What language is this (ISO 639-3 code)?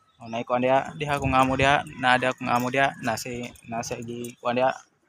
ceb